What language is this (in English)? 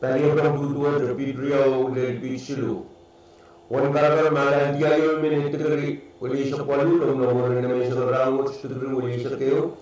Pohnpeian